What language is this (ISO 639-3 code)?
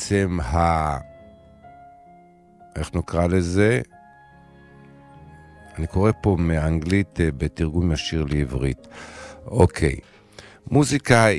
heb